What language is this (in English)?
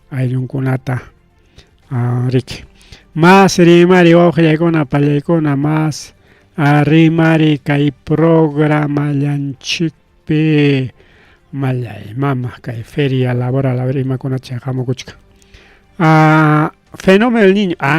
Ayacucho Quechua